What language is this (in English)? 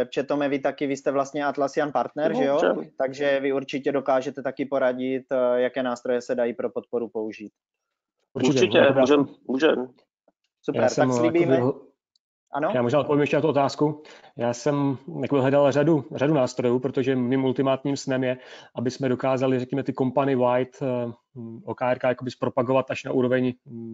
Czech